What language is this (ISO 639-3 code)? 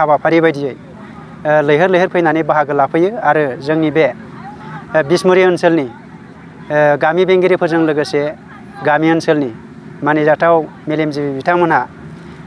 brx